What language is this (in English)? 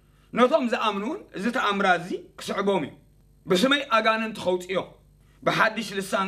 Tigrinya